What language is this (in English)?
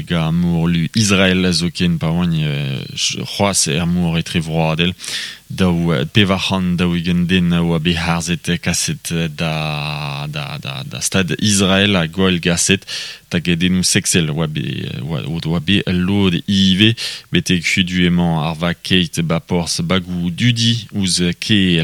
Breton